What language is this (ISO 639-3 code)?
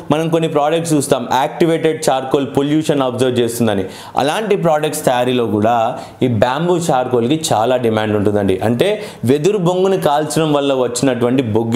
tel